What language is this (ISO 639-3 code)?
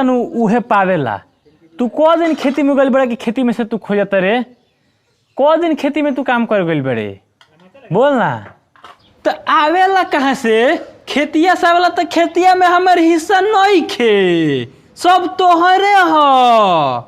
bho